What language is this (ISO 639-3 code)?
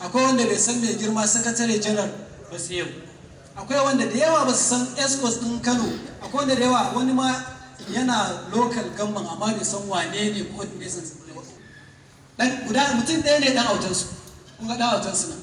hau